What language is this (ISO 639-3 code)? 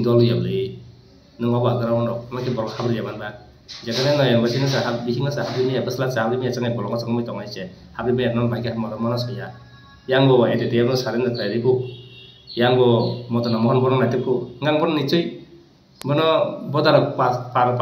trp